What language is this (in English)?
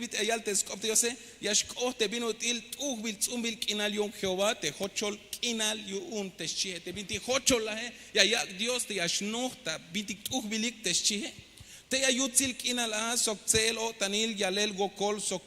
Tzeltal